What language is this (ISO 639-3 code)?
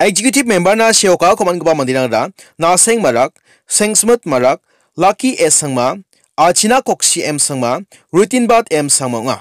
grt